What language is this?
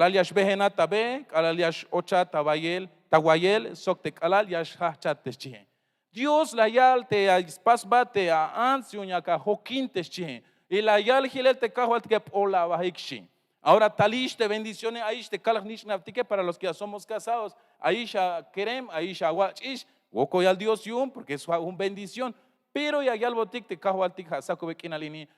Tzeltal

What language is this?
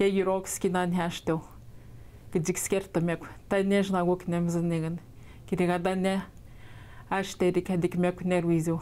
Atikamekw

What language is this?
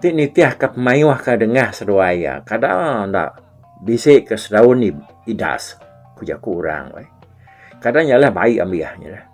Iban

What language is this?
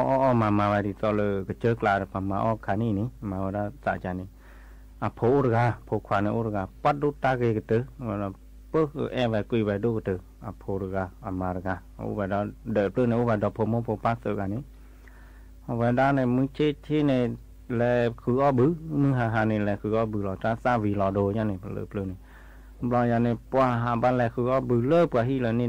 S'gaw Karen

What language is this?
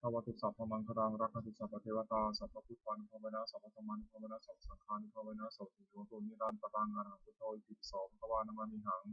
Pali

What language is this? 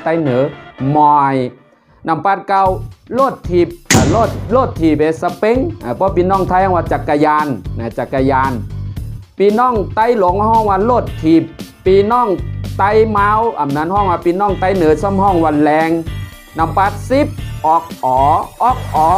Shan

